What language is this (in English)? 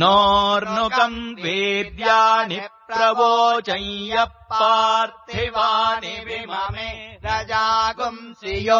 Sanskrit